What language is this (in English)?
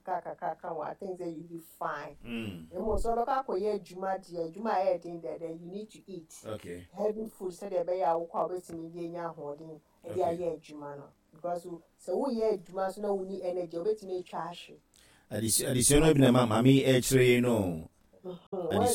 Akan